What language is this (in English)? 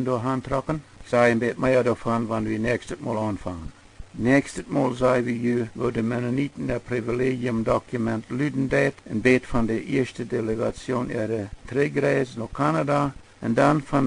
Plautdietsch